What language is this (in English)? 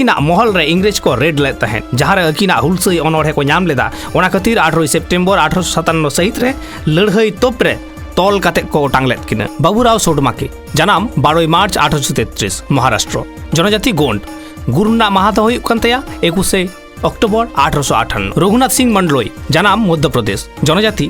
Santali